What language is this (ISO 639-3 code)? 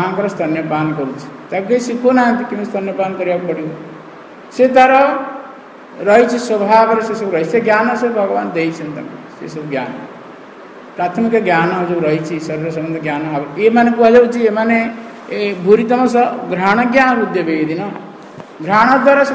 ori